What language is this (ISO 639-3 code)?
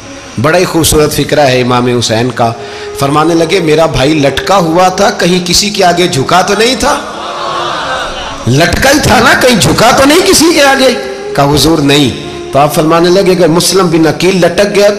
urd